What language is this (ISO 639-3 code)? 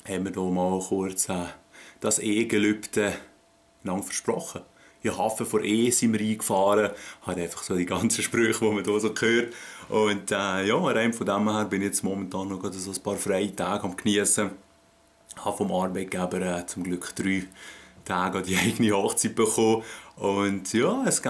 gsw